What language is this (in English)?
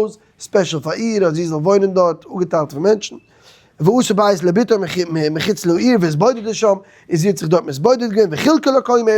Yiddish